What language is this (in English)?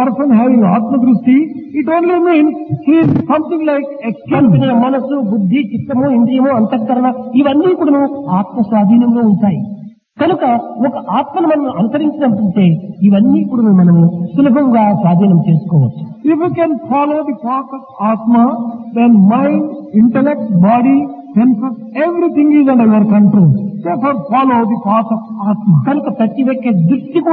Telugu